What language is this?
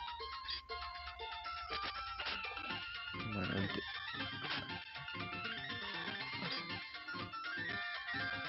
Spanish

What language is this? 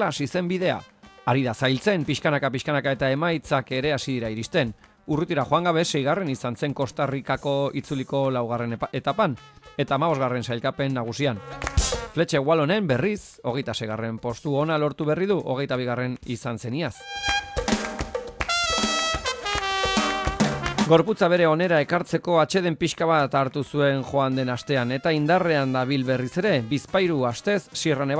Basque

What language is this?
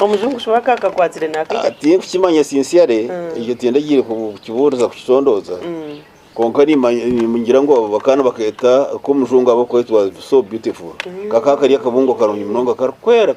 Nyankole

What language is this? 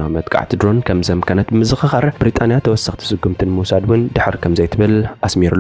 Tigrinya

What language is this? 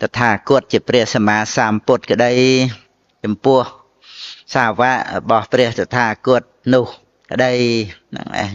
Khmer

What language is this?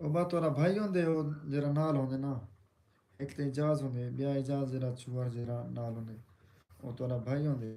Saraiki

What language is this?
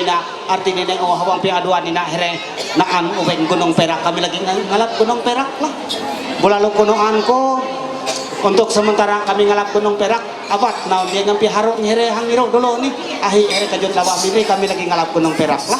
Ma'anyan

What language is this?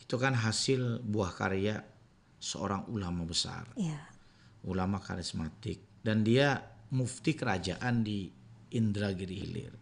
Banjar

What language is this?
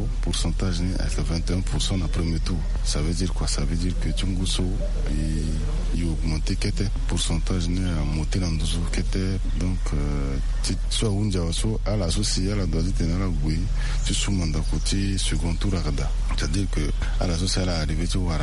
Sango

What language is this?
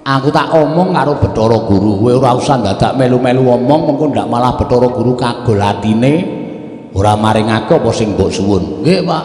Javanese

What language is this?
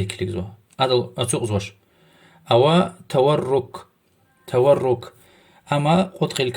Lezghian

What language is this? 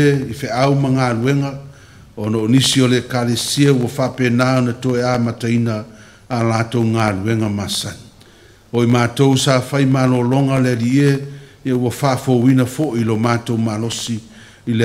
Samoan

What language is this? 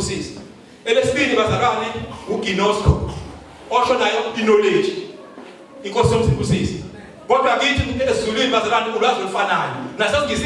Zulu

